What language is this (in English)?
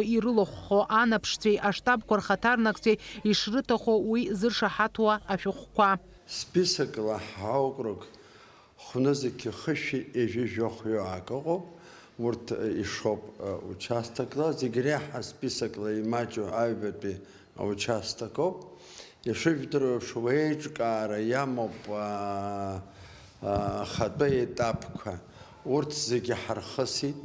Abkhazian